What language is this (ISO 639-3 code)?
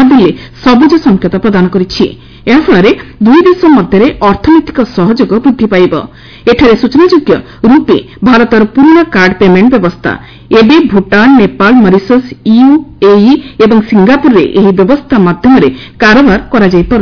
ori